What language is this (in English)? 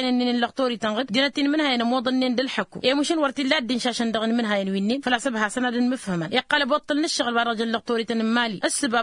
Tamasheq